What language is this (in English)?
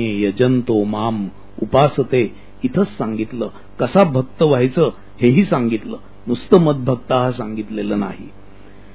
Marathi